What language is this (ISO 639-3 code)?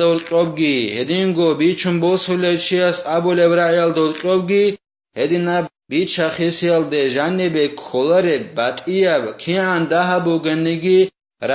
ava